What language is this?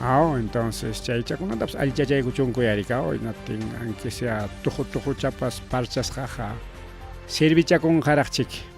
Ayacucho Quechua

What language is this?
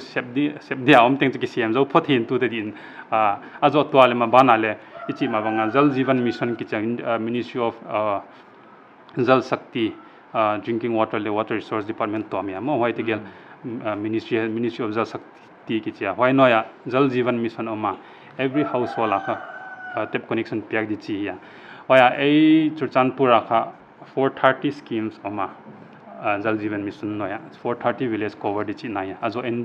Paite Chin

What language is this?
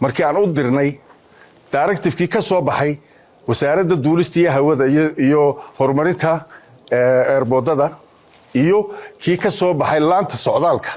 Somali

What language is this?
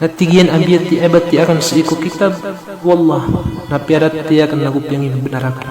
Maranao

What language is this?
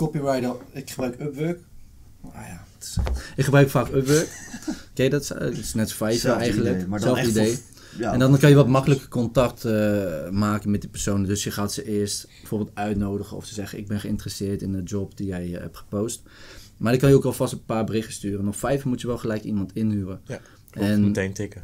Dutch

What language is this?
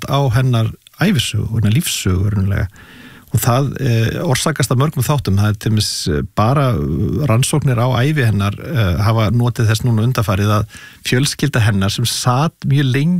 Icelandic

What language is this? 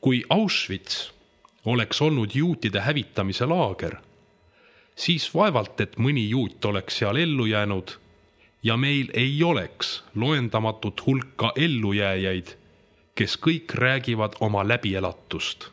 Estonian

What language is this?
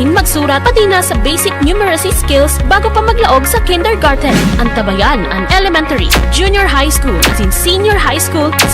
Bikol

